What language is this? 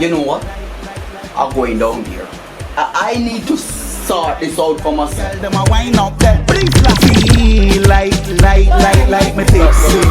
Jamaican Creole English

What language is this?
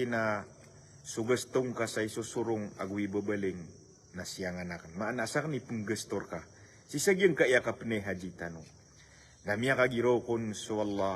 Maranao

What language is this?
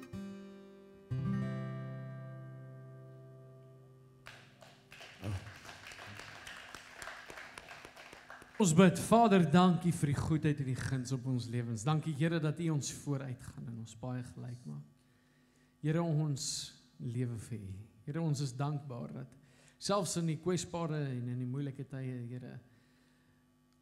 Afrikaans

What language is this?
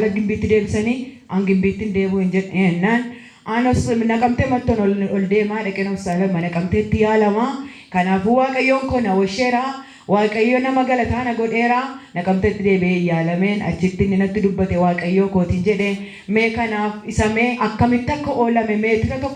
Oromo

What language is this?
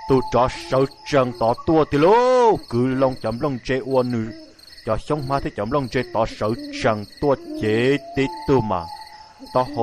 Hmong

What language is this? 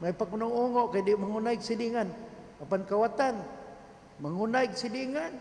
Cebuano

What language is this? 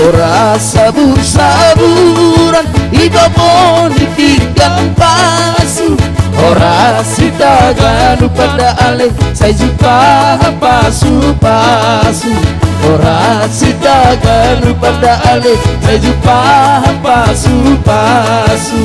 Batak Toba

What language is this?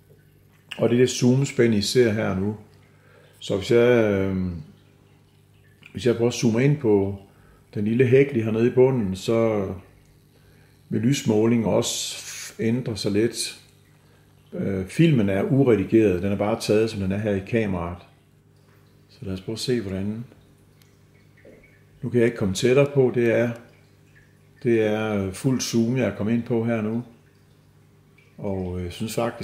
Danish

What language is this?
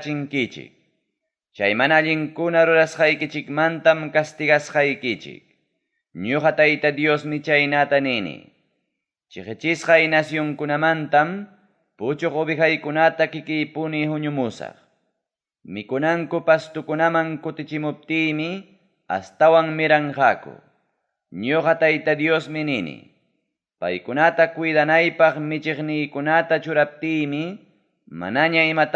Ayacucho Quechua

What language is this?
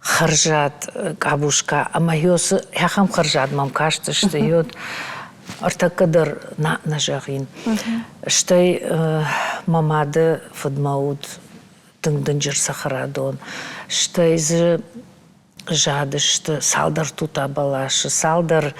Ossetic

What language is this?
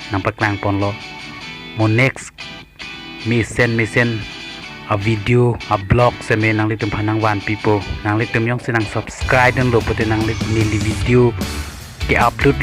Karbi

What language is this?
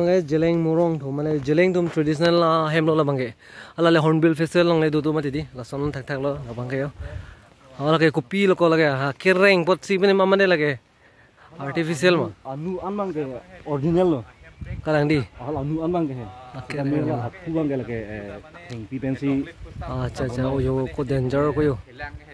Karbi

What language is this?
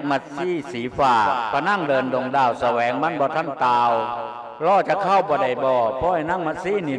Lao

